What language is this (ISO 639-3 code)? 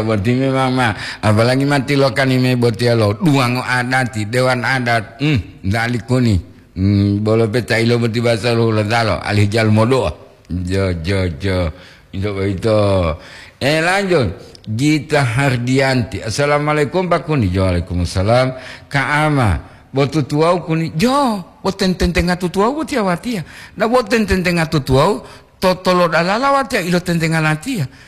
gor